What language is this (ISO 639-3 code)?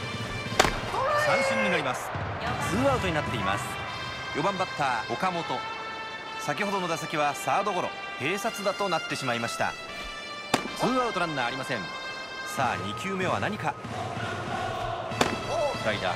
jpn